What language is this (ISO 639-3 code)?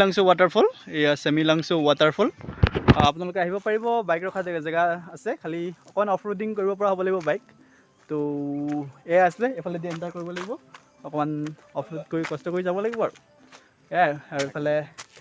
asm